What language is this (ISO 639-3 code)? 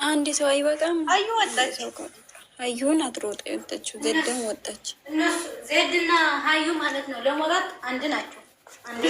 amh